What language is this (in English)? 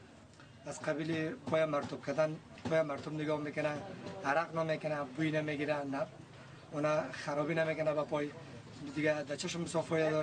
Persian